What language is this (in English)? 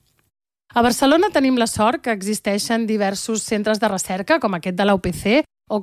Catalan